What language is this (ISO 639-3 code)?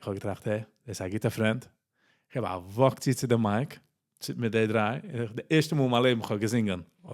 yid